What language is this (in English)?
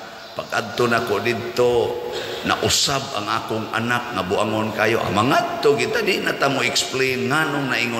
Cebuano